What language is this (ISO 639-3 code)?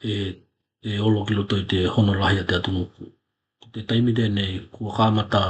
tkl